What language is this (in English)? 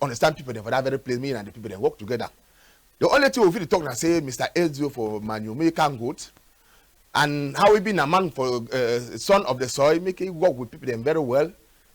Cameroon Pidgin